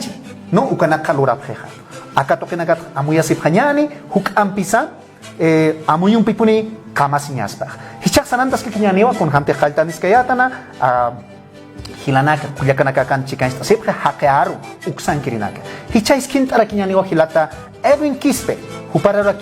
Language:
Aymara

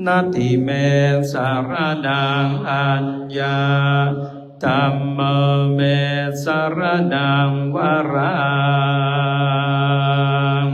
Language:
Pali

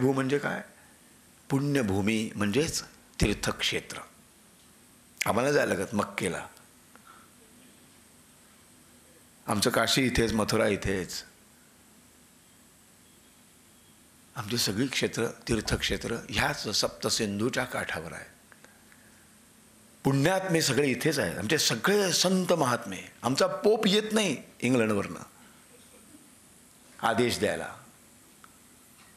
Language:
Marathi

